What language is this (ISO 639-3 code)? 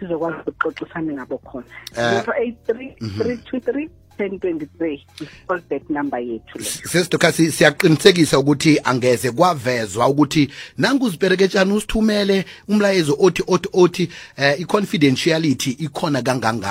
nbl